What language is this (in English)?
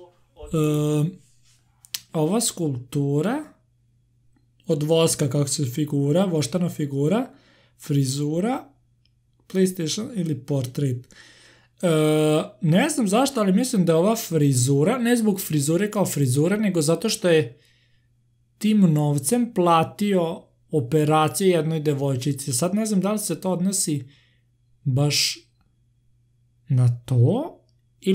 Serbian